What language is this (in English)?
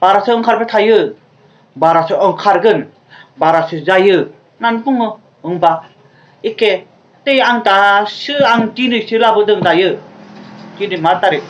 Bodo